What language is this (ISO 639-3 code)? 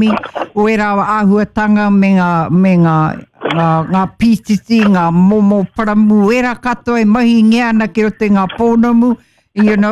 mri